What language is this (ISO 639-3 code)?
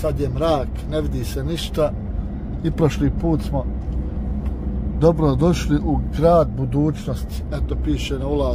bos